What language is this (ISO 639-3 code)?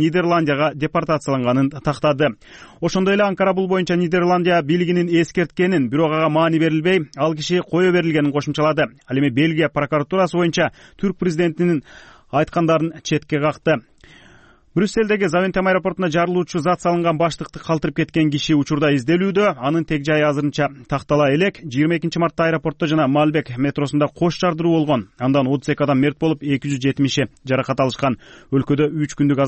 kir